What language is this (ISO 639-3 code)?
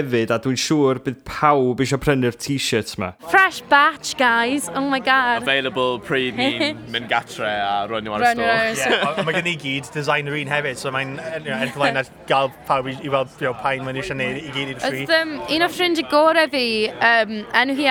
cym